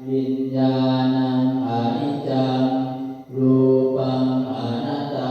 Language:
Pali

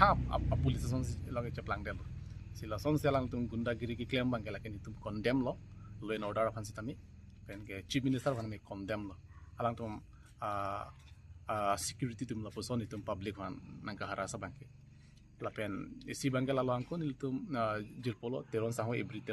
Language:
Karbi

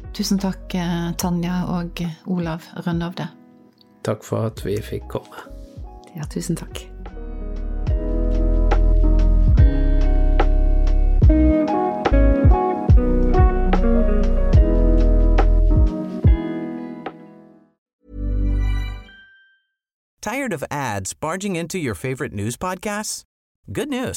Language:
Norwegian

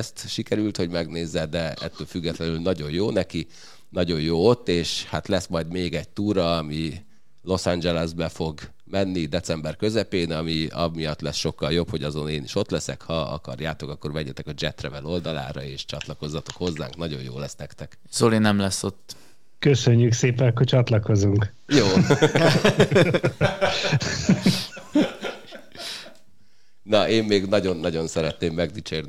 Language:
Hungarian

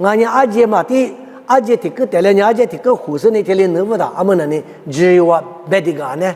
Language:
Lisu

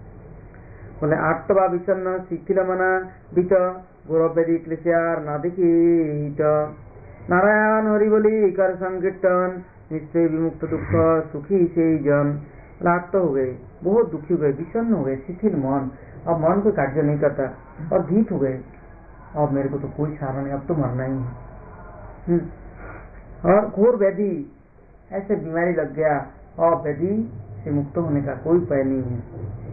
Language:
Hindi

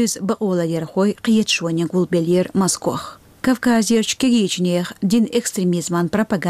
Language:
Chechen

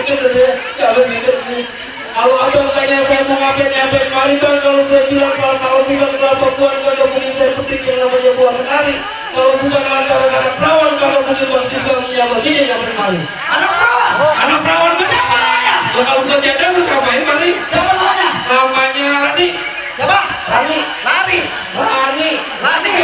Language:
Betawi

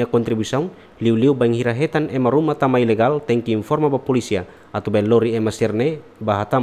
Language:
Tetum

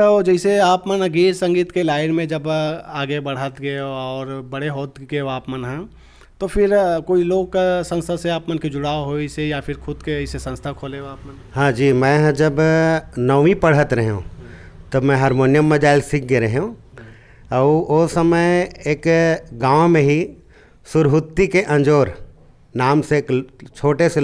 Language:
Chhattisgarhi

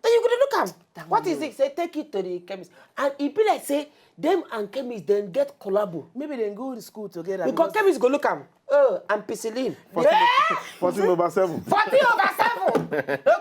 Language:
Nigerian Pidgin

